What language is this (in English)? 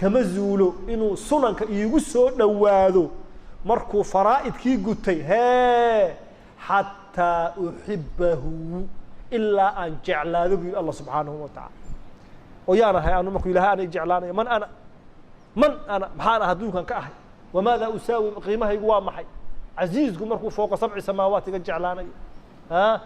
Somali